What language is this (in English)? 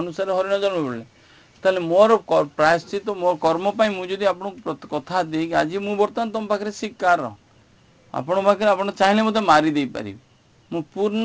Odia